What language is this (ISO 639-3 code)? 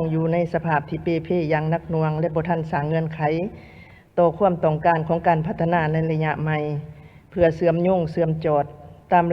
lao